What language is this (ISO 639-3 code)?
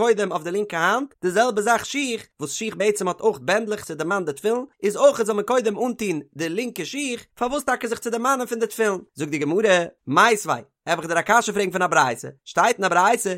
yid